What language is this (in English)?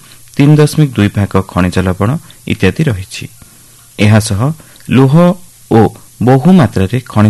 Odia